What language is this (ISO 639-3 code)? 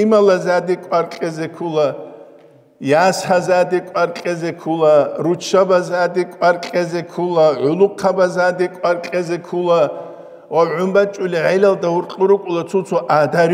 ava